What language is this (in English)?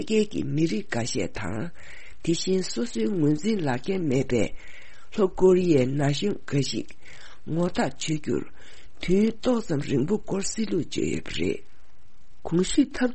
Tibetan